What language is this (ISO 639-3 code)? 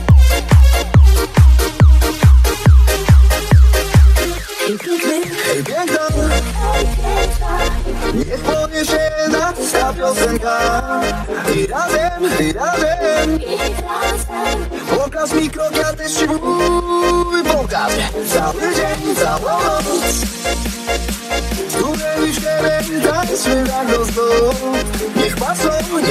pol